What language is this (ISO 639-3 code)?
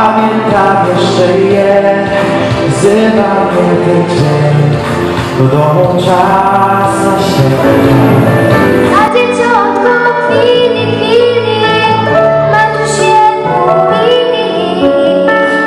pol